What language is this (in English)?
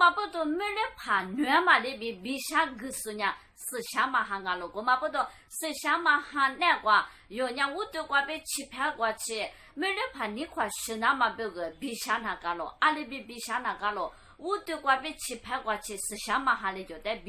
Lisu